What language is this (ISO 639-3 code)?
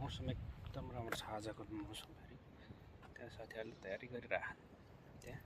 nep